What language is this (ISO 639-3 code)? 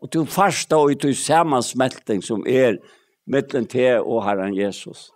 fao